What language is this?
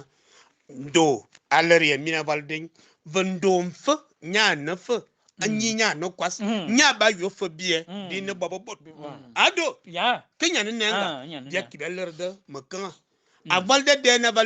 Fang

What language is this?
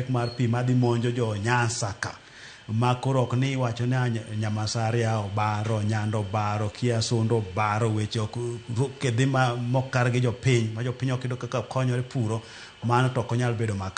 Luo (Kenya and Tanzania)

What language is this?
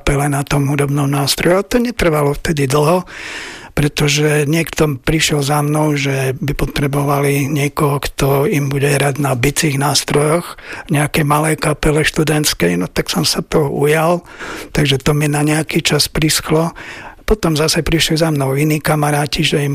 Slovak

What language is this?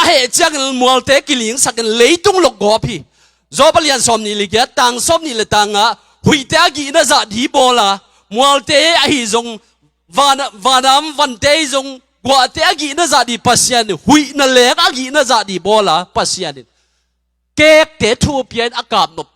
Tedim Chin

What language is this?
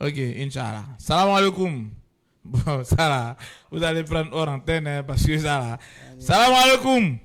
Bambara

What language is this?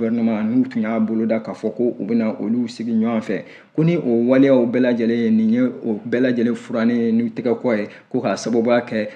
Bambara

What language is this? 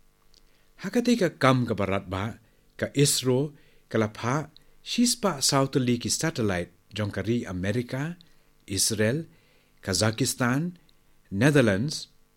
Khasi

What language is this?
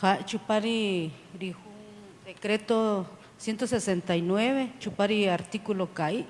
Kaqchikel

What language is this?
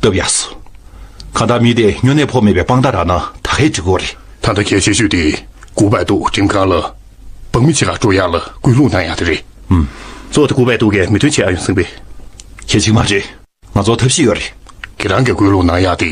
Tibetan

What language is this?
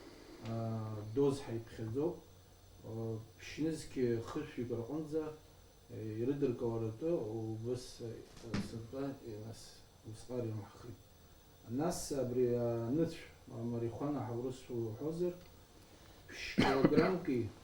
Abkhazian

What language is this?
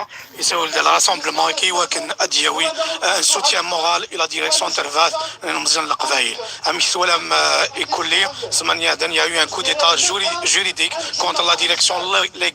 Kabyle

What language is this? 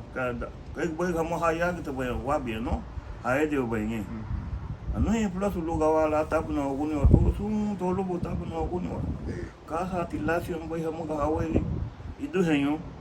Garifuna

